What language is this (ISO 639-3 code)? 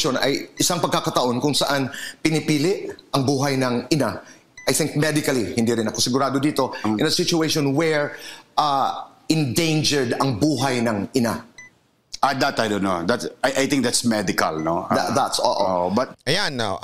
fil